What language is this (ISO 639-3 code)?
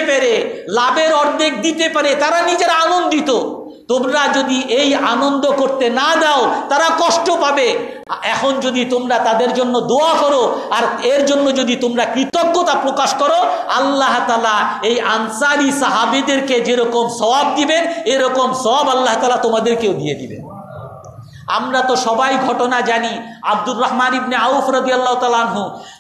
ben